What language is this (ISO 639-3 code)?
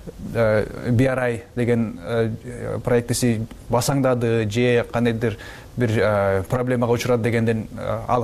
kir